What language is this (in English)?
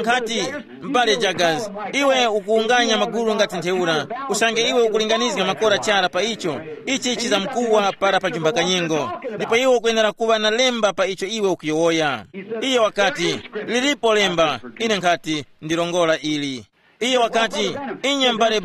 Tumbuka